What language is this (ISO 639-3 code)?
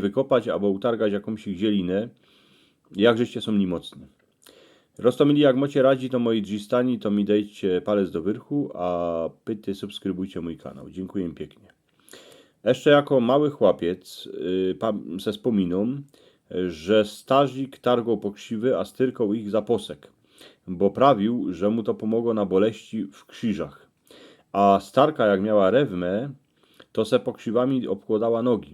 szl